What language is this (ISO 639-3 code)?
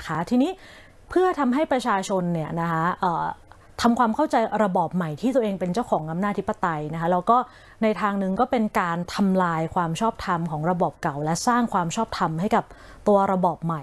tha